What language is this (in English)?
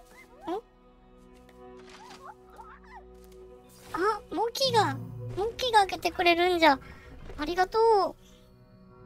Japanese